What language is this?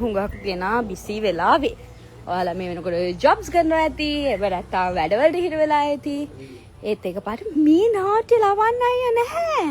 Sinhala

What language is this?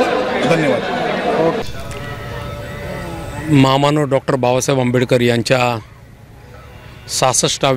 Marathi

